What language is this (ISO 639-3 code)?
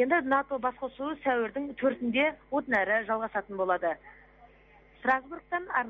kaz